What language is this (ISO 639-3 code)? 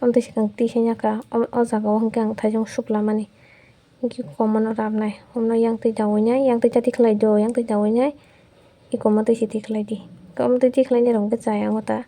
trp